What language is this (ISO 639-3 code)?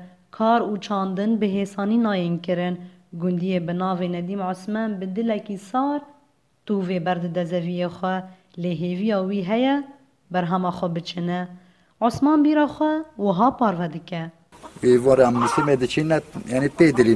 kur